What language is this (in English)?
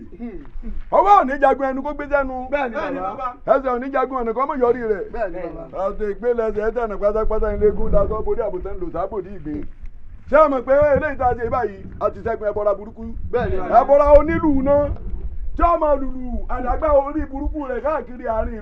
Yoruba